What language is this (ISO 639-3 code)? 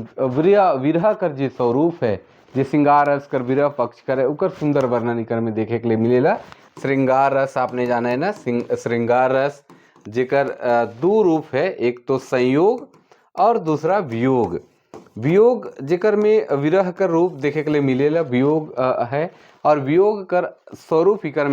sck